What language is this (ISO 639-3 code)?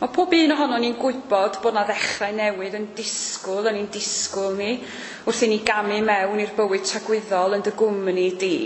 cym